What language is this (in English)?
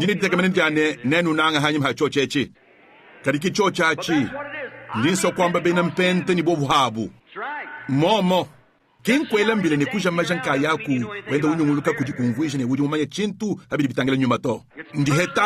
Luba-Lulua